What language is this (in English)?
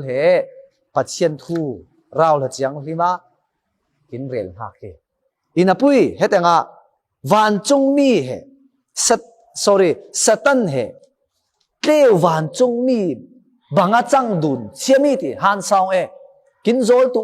Falam Chin